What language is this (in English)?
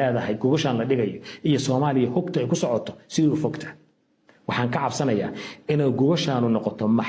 Somali